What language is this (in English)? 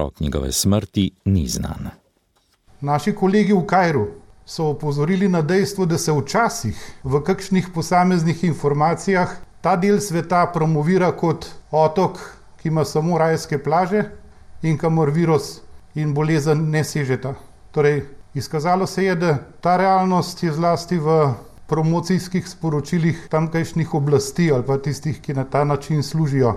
Slovenian